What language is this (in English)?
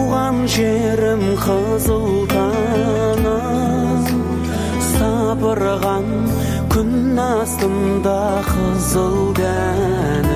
Kazakh